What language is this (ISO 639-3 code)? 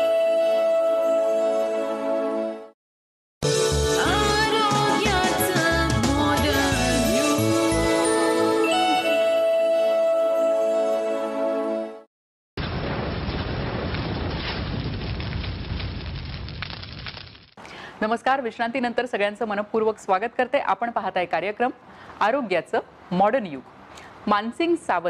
mar